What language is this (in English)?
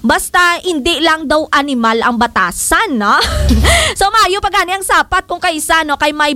Hiligaynon